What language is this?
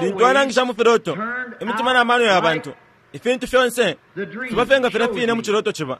Bemba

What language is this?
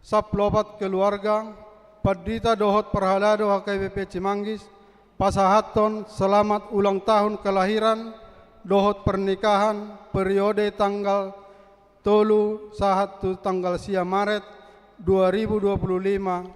Batak Toba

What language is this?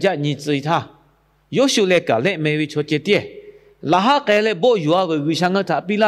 Lahu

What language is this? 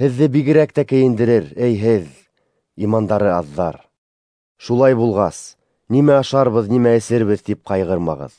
Bashkir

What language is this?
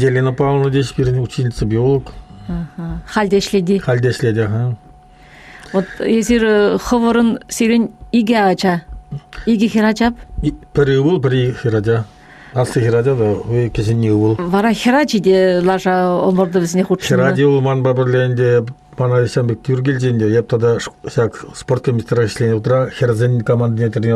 Chuvash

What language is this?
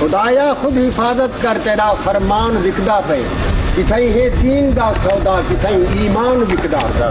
Saraiki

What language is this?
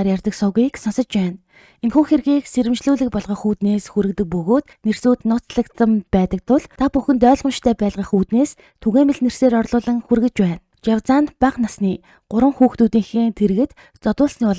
Mongolian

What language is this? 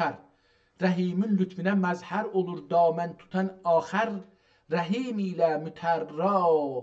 South Azerbaijani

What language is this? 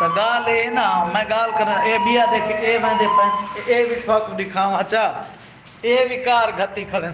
Saraiki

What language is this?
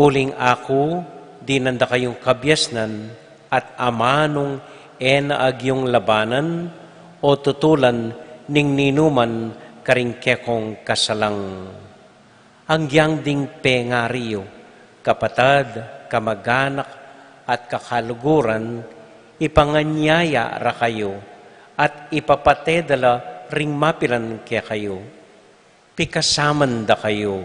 Pampanga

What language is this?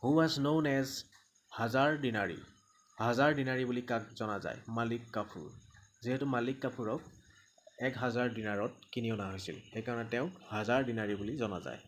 Assamese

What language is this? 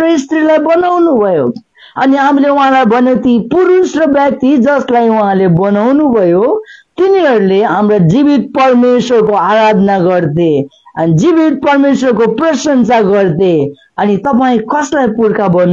Nepali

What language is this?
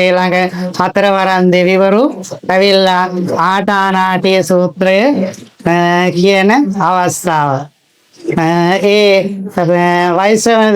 Sinhala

